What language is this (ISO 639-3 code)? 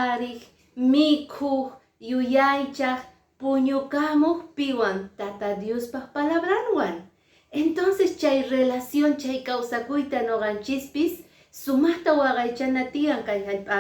que